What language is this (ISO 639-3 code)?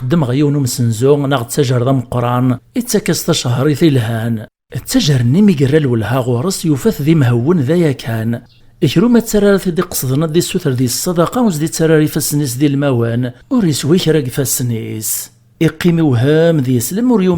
kab